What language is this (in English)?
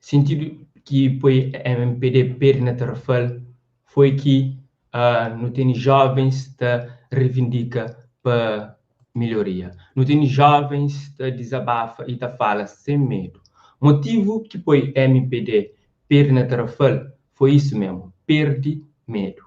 Kabuverdianu